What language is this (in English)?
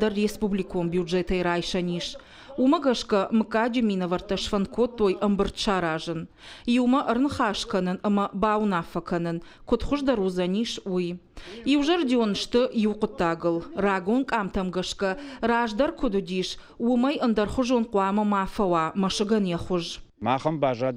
Ossetic